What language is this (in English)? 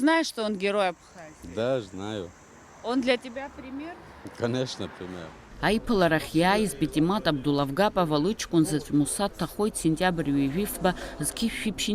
Abkhazian